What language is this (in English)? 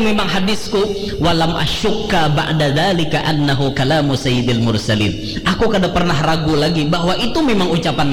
Banjar